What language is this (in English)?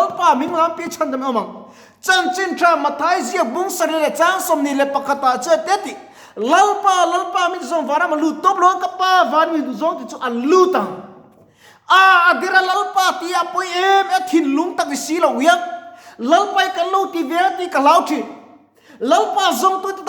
Mizo